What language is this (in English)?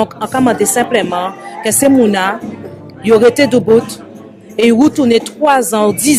Guadeloupean Creole French